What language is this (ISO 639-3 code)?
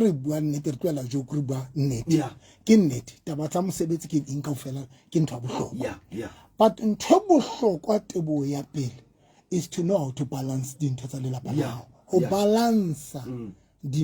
sot